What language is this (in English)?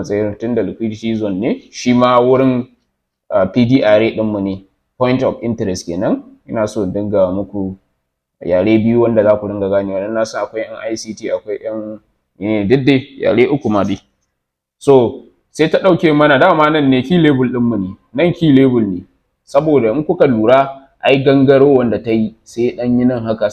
Hausa